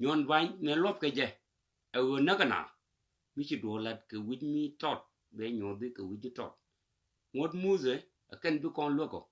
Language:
Nuer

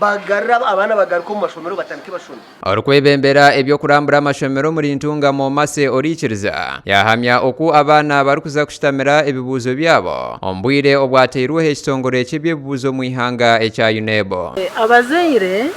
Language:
Nyankole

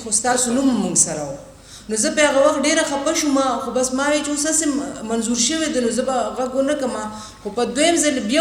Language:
Pashto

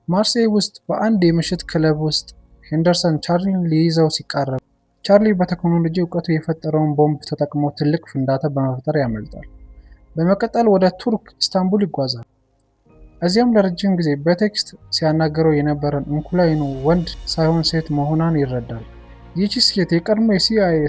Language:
Amharic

